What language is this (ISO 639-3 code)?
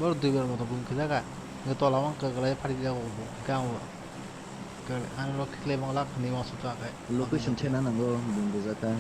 trp